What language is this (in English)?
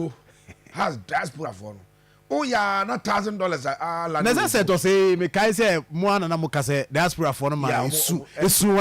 Akan